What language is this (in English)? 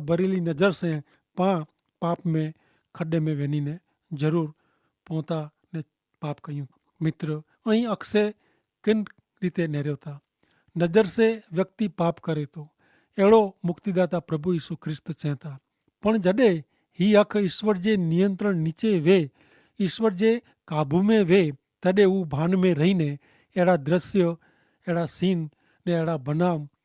Kachhi